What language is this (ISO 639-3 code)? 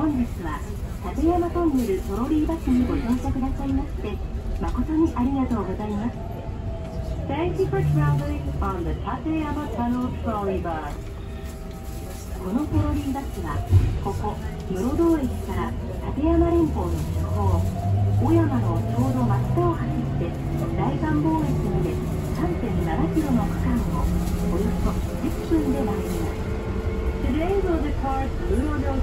jpn